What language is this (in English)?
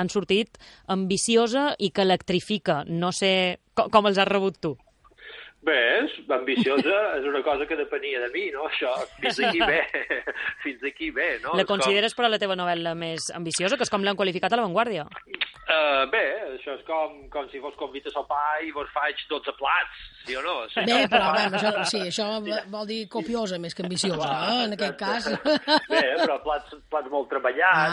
Catalan